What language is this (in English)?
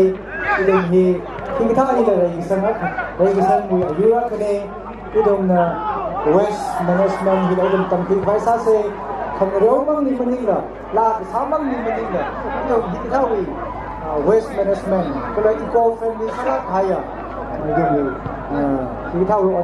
Tangkhul Naga (India)